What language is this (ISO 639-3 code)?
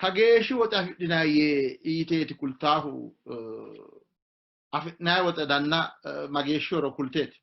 sid